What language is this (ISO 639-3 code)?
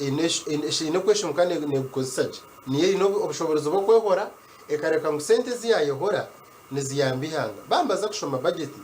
nyn